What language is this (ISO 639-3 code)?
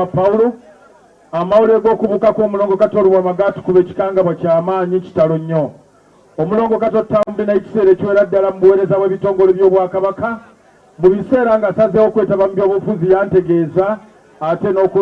lug